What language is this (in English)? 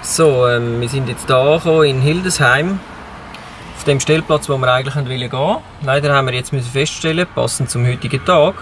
Swiss German